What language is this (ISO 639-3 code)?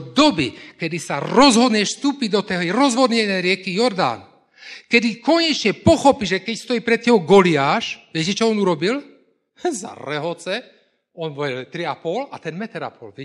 slk